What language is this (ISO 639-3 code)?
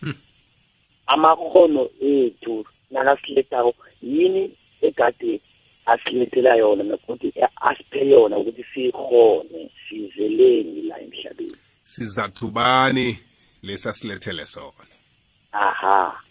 nbl